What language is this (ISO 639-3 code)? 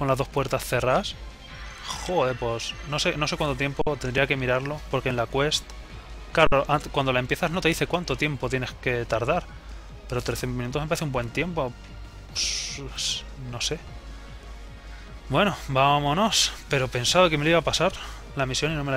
spa